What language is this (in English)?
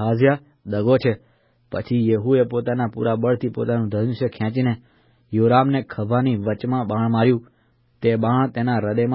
Gujarati